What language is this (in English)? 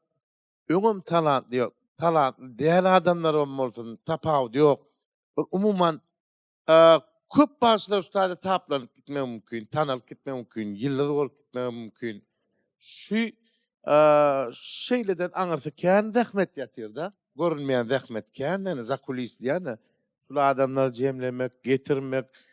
Turkmen